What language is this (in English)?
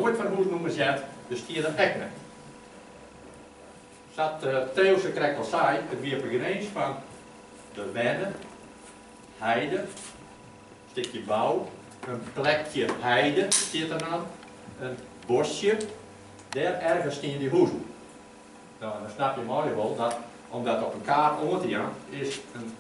Dutch